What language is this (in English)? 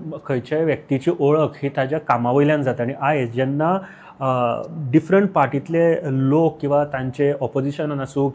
Konkani